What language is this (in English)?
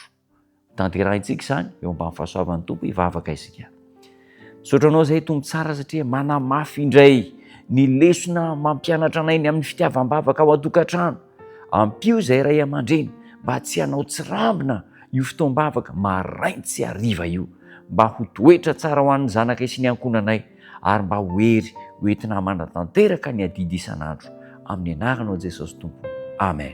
Malagasy